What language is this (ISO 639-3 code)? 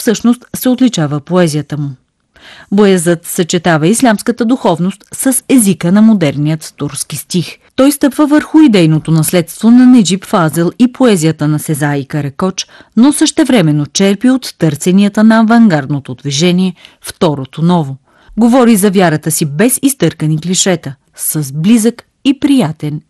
bul